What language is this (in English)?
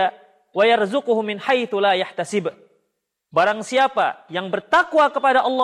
Indonesian